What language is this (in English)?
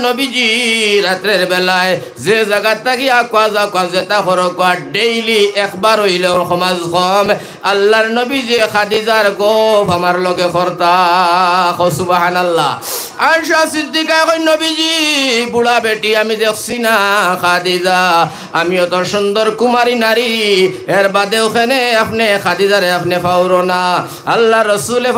Sylheti